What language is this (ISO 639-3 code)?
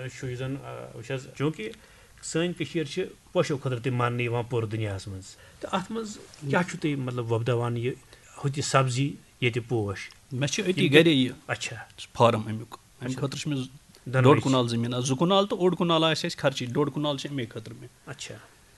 kas